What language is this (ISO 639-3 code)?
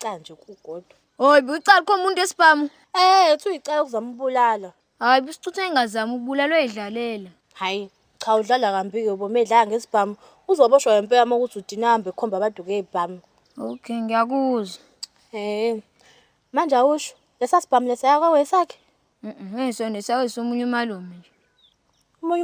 zul